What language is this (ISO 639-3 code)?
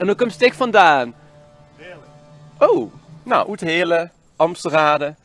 lim